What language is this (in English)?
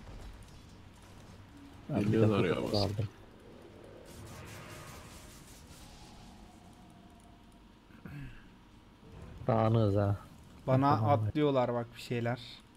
Turkish